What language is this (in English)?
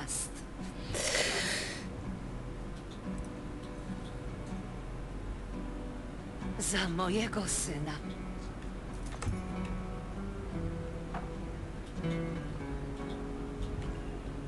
Polish